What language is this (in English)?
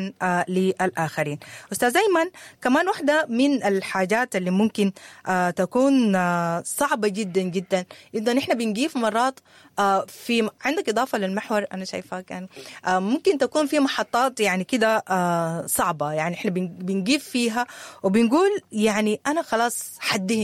Sudanese Arabic